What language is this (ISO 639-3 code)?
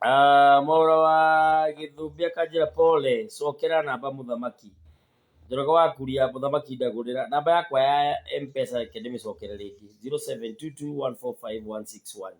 kik